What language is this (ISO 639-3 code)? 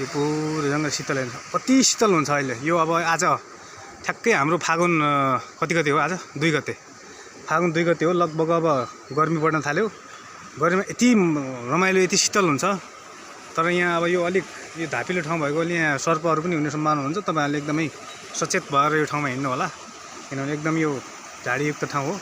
nep